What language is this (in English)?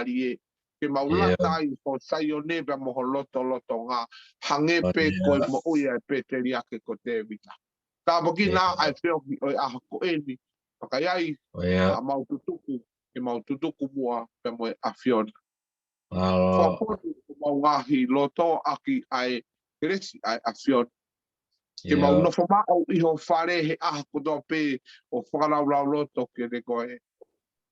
Tongan